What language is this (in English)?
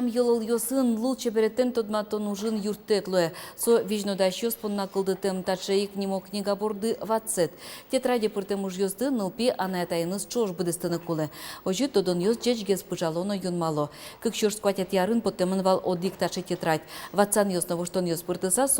Udmurt